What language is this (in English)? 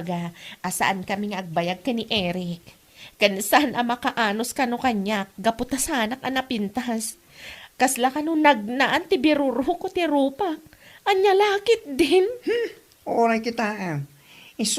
Iloko